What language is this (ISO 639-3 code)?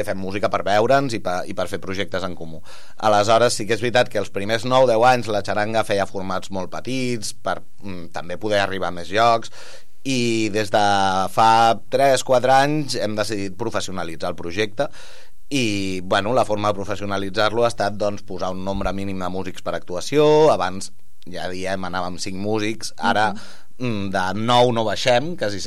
cat